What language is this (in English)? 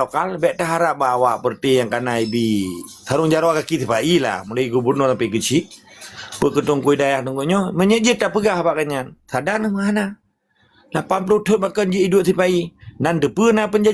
Achinese